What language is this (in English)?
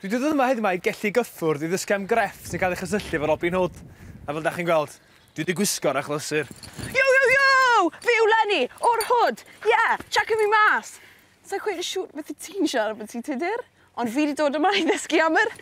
Welsh